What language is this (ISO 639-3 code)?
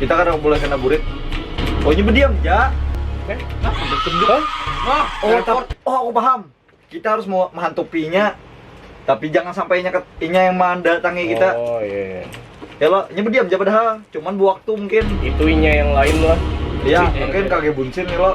bjn